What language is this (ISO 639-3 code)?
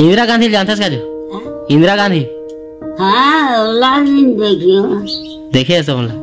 hne